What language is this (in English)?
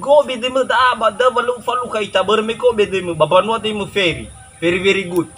Nias